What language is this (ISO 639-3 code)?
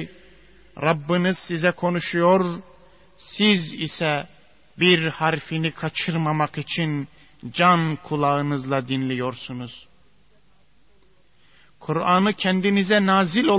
tur